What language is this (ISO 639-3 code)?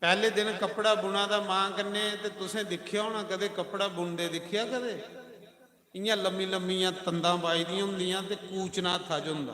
doi